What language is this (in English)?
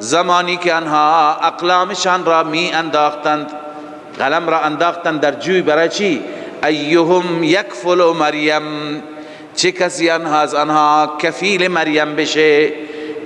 Persian